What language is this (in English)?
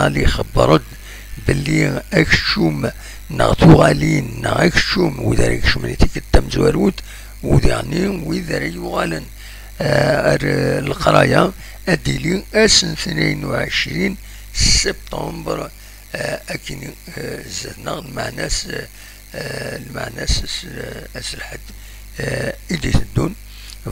Kabyle